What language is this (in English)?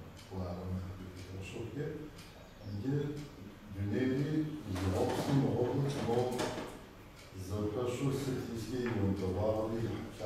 Kabardian